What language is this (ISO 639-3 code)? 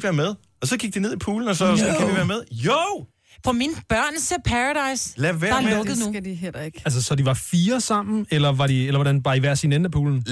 dan